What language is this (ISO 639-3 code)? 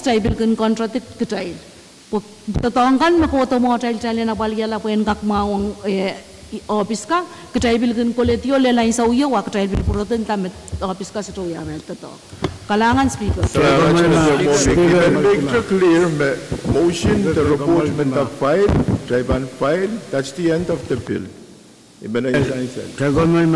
pon